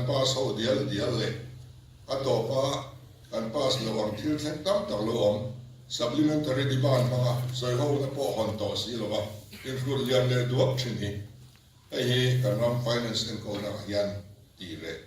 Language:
Mizo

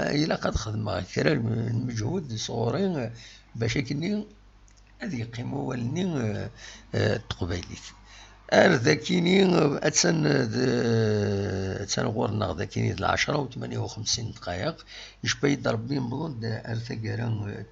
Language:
Kabyle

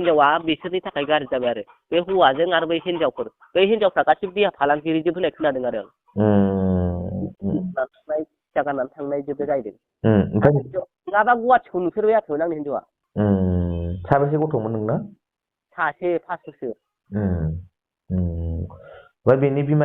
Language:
Bodo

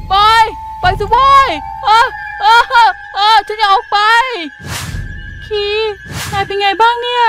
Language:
Thai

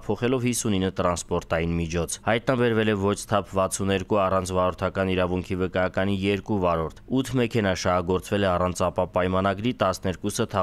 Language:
Armenian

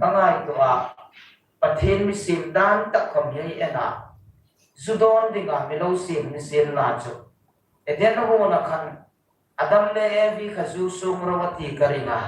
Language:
Hmar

